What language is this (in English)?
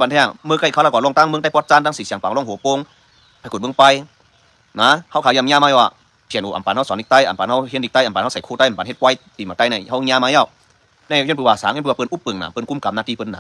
Shan